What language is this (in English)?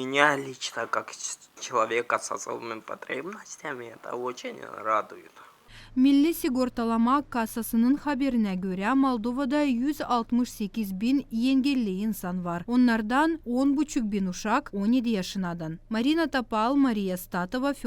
Gagauz